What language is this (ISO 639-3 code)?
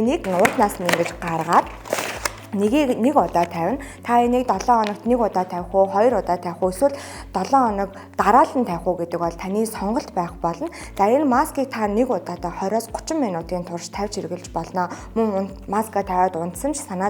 mon